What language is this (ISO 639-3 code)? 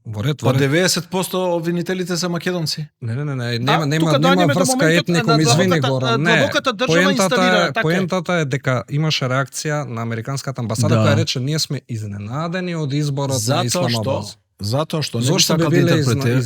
mkd